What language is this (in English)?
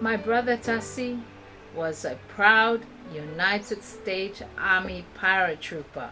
Samoan